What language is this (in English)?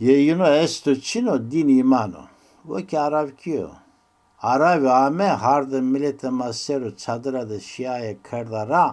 Zaza